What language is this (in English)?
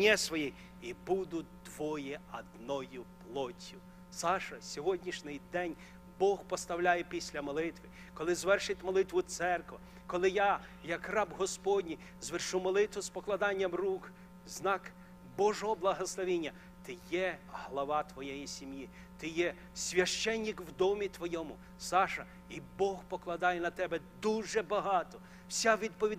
Ukrainian